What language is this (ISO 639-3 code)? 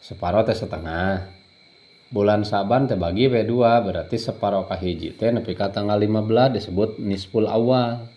sun